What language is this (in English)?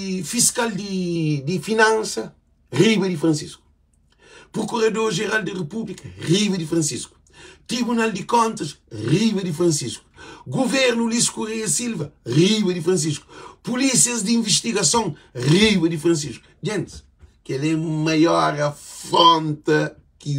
Kabuverdianu